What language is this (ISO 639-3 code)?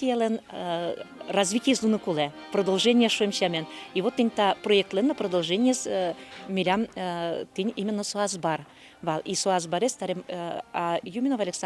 udm